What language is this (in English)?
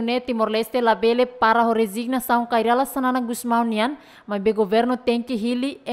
Tetum